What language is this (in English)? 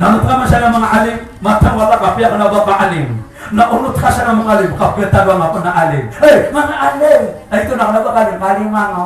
Maranao